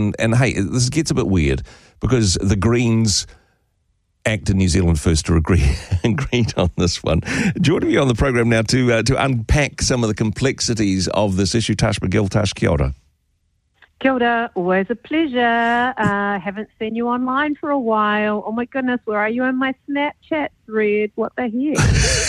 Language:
English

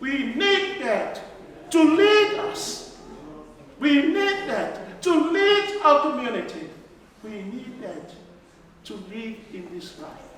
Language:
Tongan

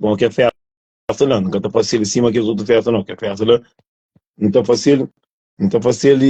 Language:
Kabuverdianu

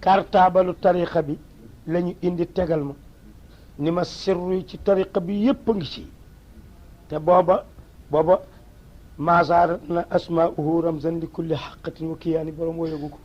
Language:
Wolof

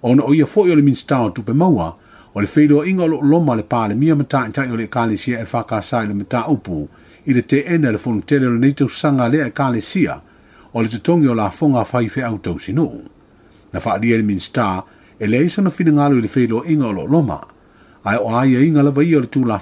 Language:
Samoan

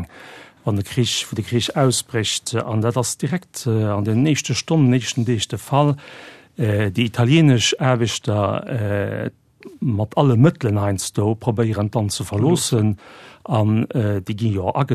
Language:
Luxembourgish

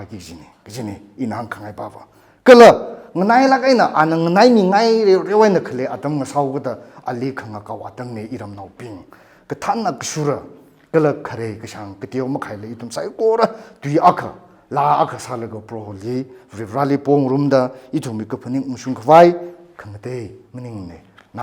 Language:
Tangkhul Naga (India)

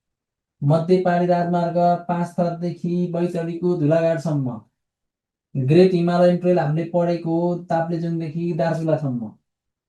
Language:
Nepali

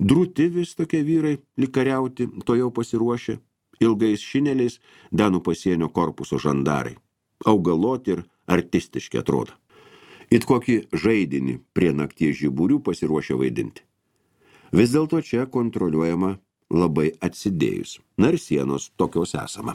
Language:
Lithuanian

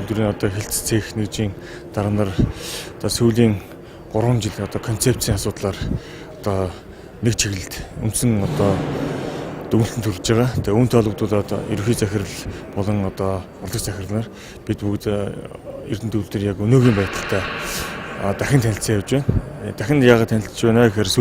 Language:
Mongolian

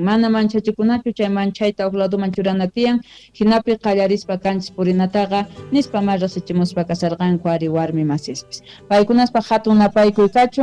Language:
South Bolivian Quechua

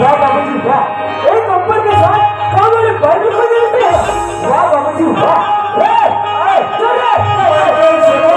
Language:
Chhattisgarhi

